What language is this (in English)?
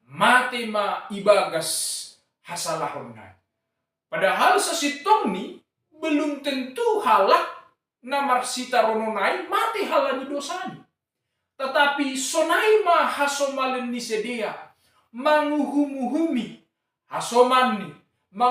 Batak Simalungun